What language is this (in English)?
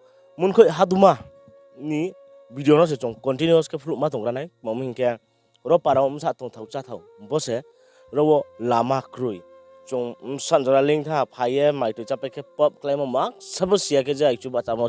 Riang (India)